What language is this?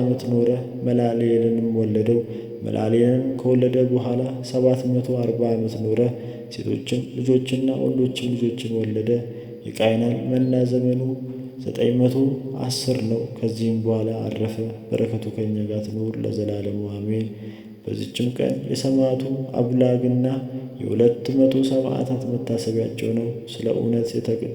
Amharic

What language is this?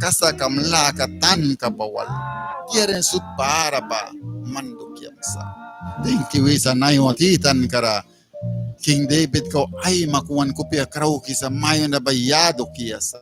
Mískito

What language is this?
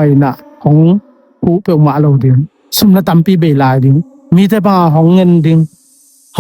Tedim Chin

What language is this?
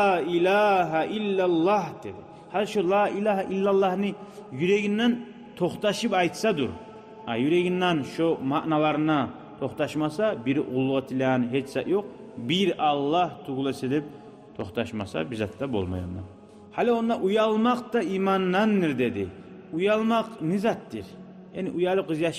Kumyk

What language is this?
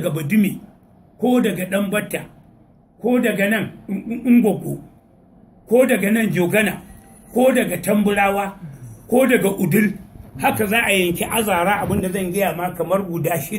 Hausa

